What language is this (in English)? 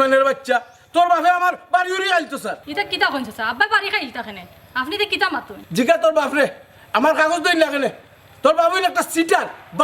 Sylheti